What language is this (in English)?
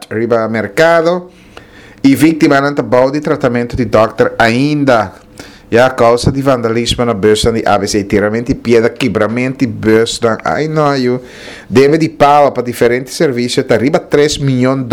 Papiamento